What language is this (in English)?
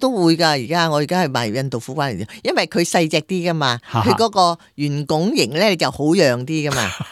Cantonese